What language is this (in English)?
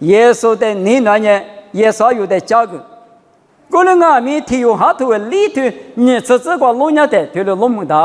Lisu